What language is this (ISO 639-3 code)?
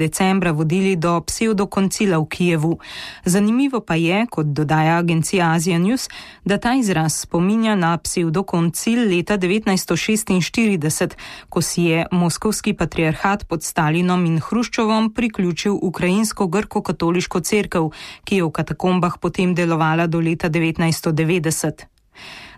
slv